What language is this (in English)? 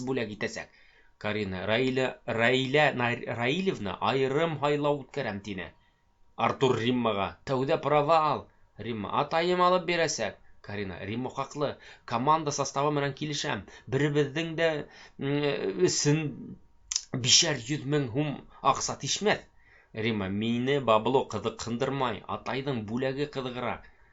Bashkir